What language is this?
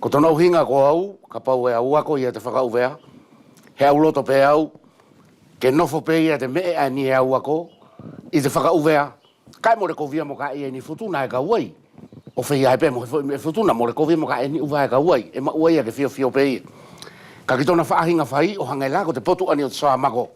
Wallisian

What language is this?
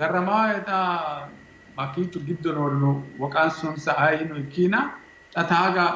Sidamo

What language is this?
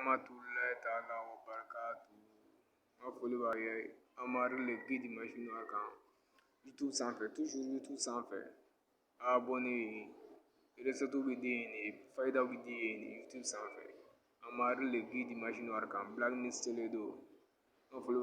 Bambara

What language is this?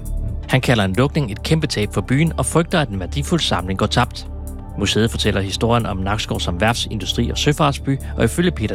Danish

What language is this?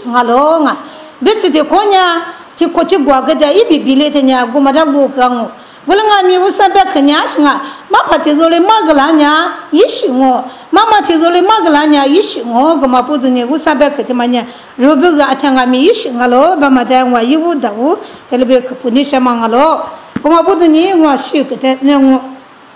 Lisu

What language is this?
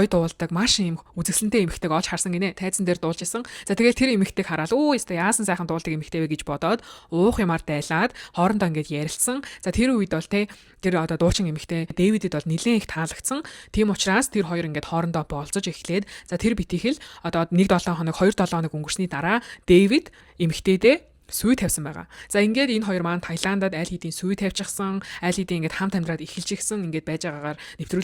Mongolian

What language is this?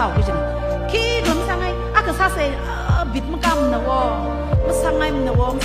Tangkhul Naga (India)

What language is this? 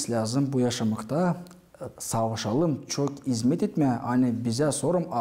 Gagauz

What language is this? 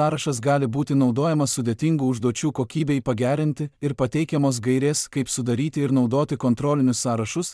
Lithuanian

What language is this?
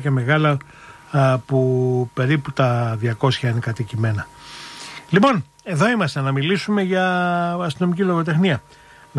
Greek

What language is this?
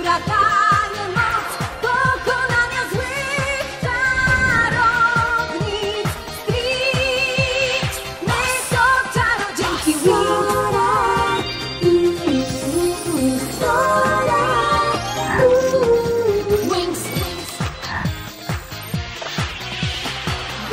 Polish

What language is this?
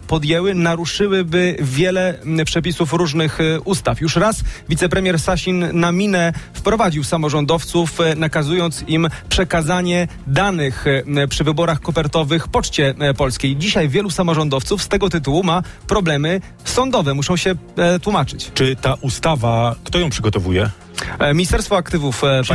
Polish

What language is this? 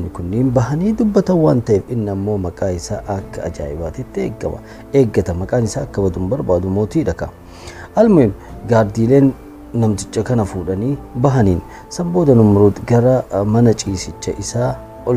Oromo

